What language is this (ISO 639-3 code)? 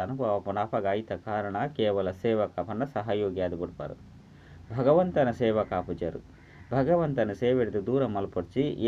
tcy